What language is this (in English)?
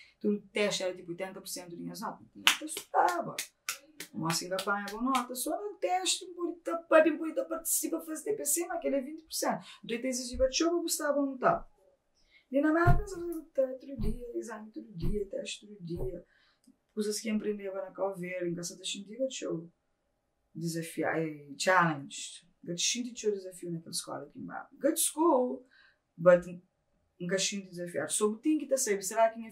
Kabuverdianu